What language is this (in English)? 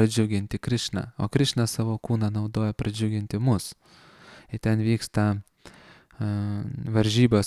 Lithuanian